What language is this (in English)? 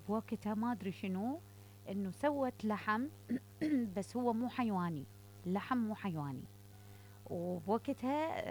Mesopotamian Arabic